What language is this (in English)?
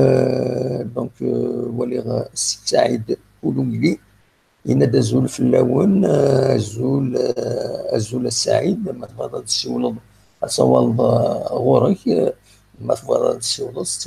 Kabyle